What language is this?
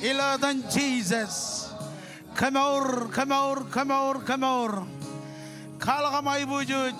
Marshallese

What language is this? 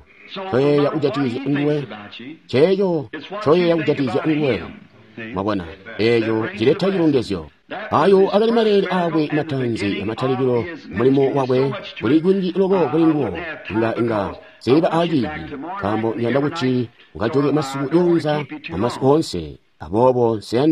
Tonga (Zambia)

